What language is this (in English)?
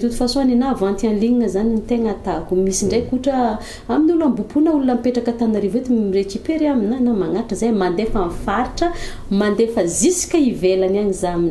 Malagasy